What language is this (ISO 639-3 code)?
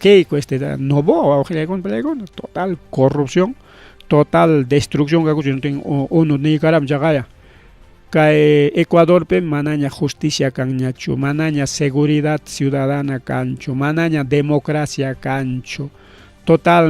quy